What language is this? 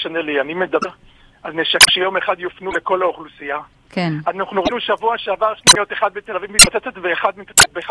Hebrew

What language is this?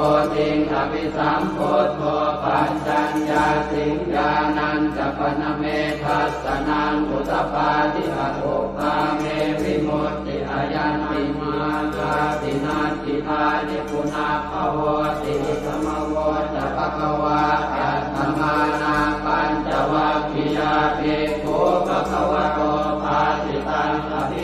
Pali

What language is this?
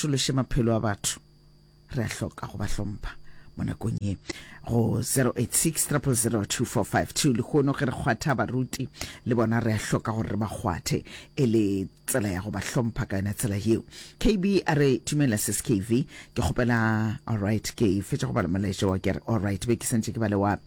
Northern Sotho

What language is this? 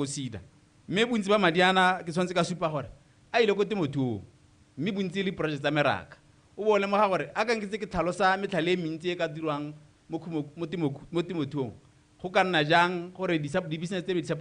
Tswana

